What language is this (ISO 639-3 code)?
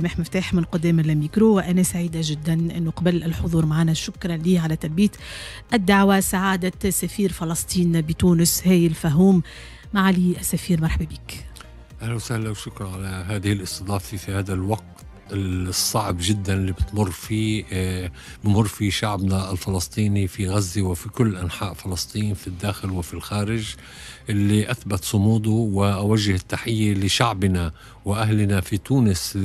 aeb